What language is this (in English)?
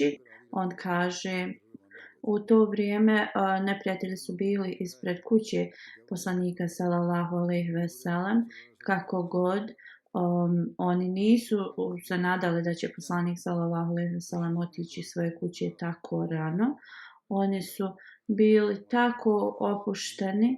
Bosnian